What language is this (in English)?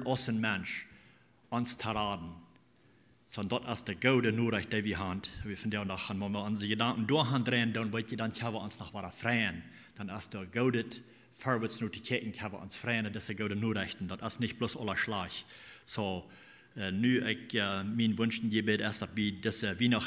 Plautdietsch